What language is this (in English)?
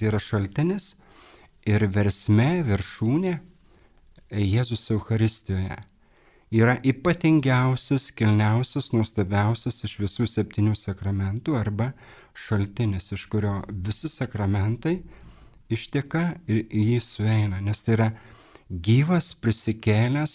Lithuanian